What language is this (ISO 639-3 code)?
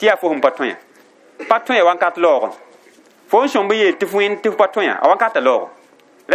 mos